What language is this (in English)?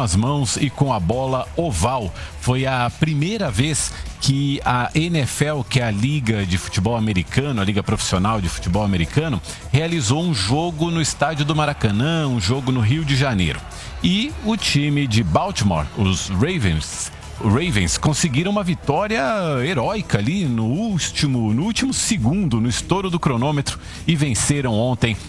Portuguese